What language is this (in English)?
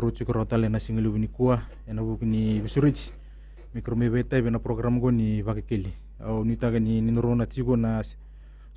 Fijian